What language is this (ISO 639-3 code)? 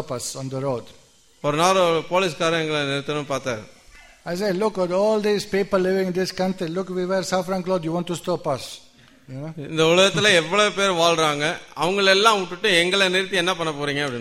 tam